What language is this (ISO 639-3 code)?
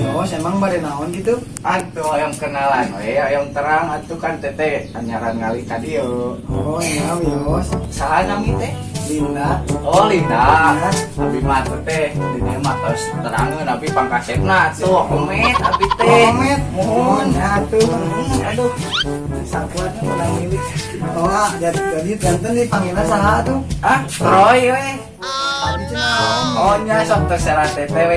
sun